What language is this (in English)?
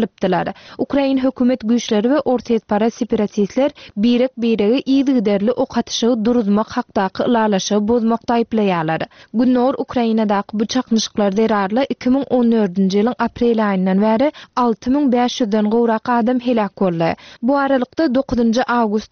Turkmen